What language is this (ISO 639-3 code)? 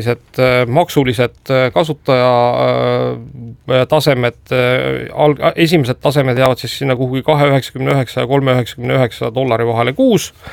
est